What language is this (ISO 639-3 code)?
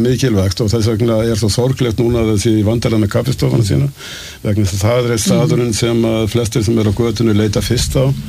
isl